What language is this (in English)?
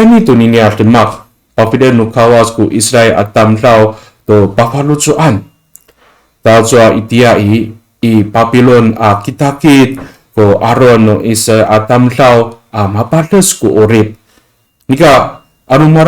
Amis